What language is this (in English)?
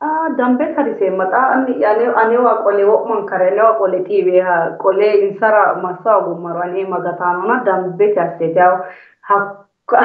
Sidamo